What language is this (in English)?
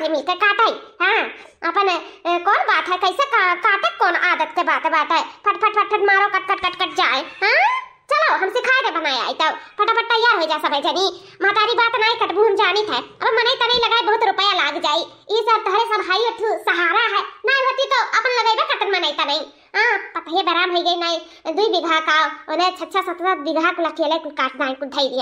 Awadhi